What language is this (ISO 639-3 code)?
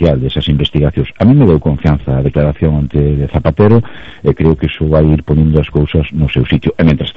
glg